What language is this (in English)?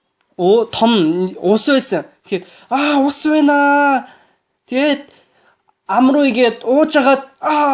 Mongolian